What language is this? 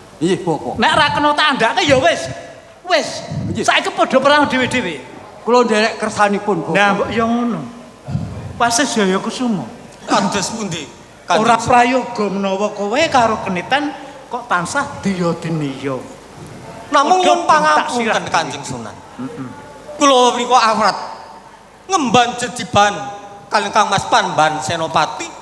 Javanese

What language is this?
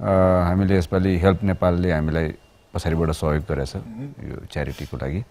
Nepali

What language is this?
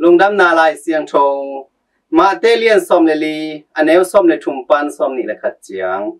Tedim Chin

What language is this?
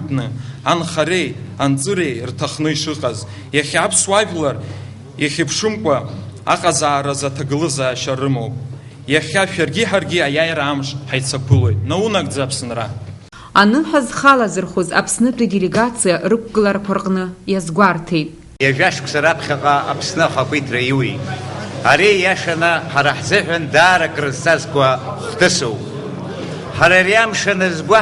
Abkhazian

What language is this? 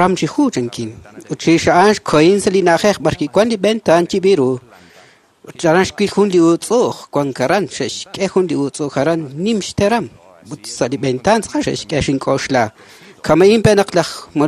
Kekchí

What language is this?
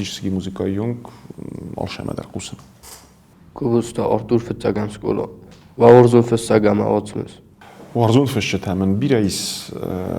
Ossetic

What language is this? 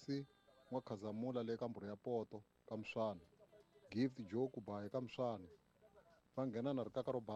Tsonga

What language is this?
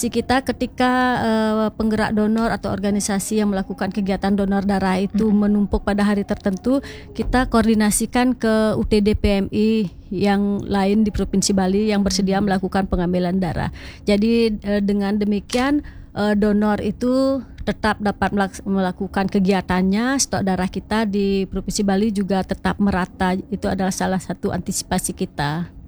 Indonesian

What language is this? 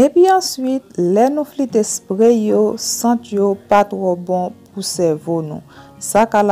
Haitian Creole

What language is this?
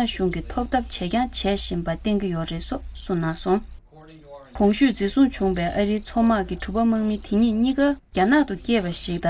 Tibetan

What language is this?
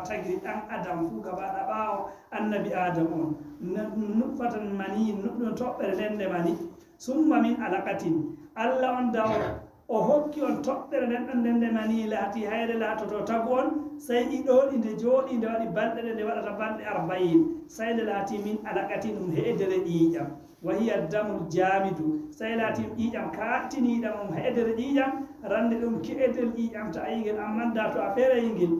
Fula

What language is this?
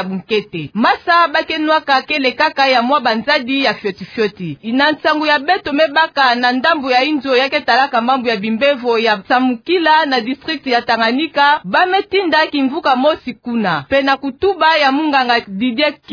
Kituba (Democratic Republic of Congo)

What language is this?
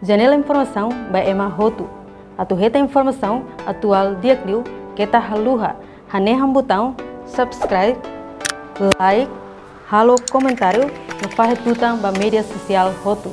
Tetum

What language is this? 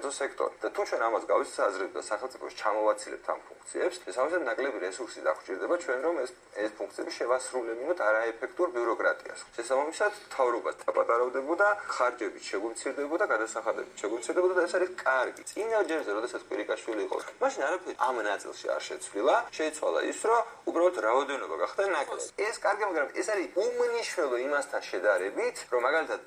Georgian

